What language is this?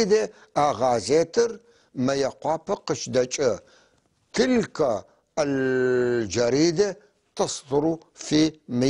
North Levantine Arabic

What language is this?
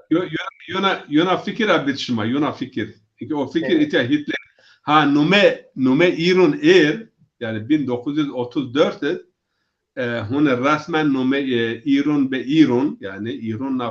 Zaza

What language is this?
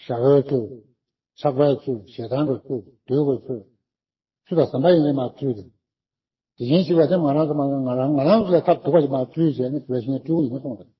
Tibetan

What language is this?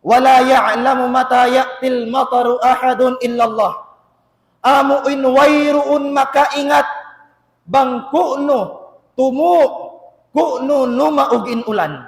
Tausug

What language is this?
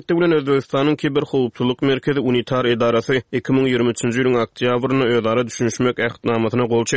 Turkmen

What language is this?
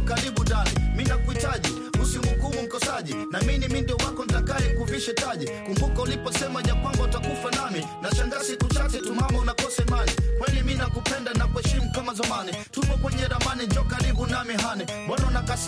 Swahili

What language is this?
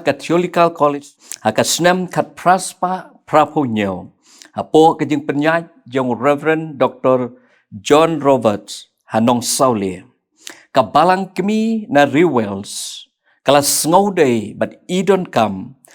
Khasi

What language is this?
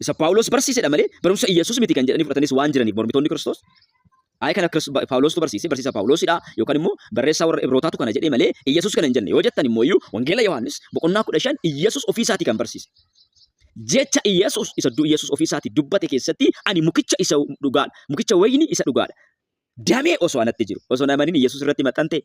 Oromo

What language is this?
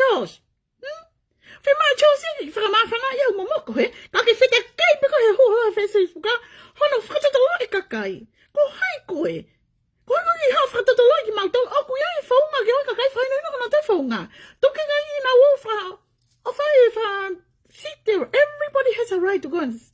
Tongan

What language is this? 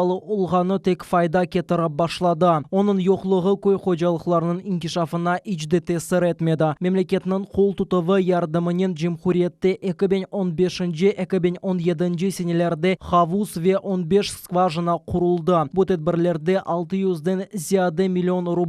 Crimean Tatar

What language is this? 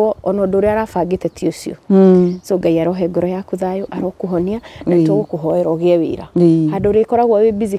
Kikuyu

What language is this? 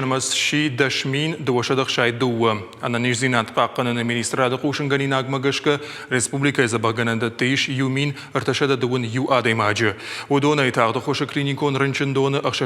Ossetic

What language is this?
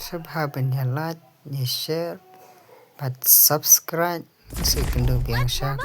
Khasi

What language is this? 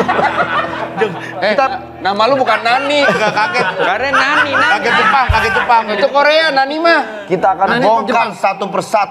Indonesian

